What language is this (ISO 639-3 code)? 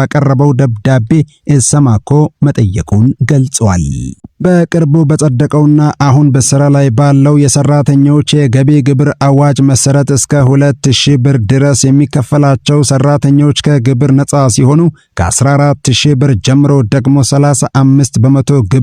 amh